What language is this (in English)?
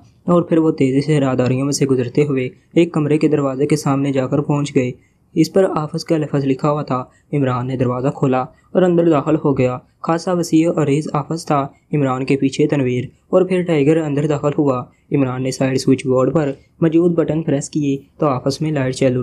Urdu